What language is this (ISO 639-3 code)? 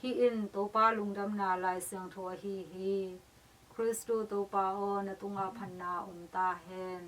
ctd